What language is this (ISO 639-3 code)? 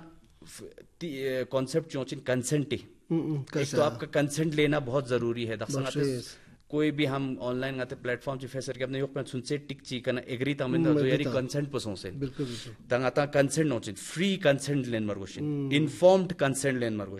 hin